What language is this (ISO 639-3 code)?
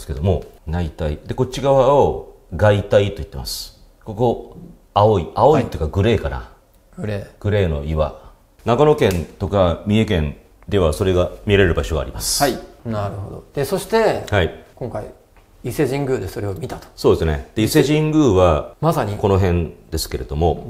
jpn